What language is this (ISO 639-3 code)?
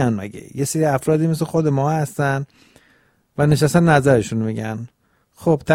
fas